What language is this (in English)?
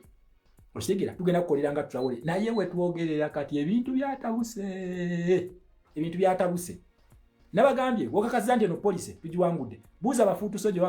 Ganda